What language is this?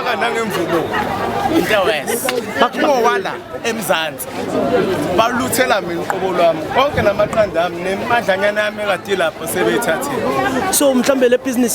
Zulu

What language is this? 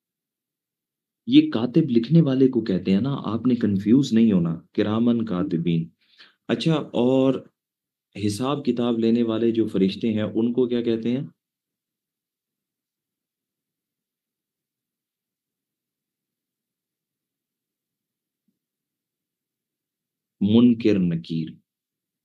Urdu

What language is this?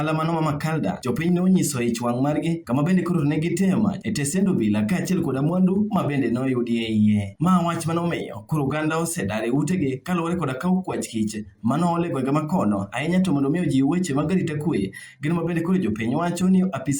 Luo (Kenya and Tanzania)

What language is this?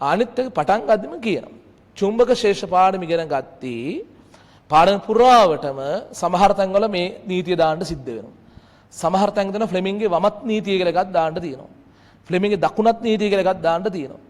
Sinhala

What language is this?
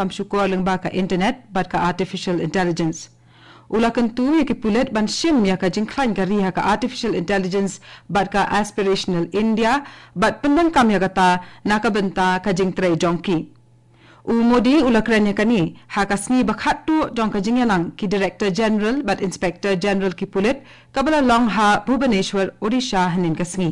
Khasi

